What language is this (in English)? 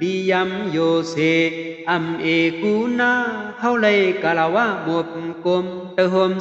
Shan